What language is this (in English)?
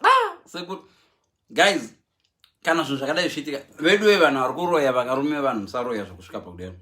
Shona